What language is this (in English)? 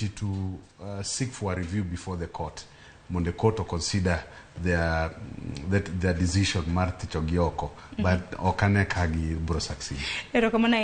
Luo (Kenya and Tanzania)